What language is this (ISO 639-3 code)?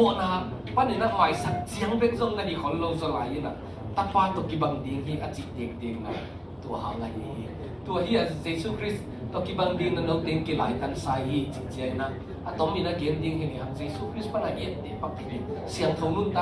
ctd